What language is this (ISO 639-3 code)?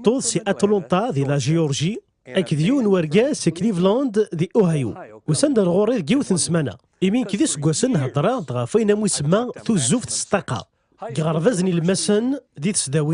kab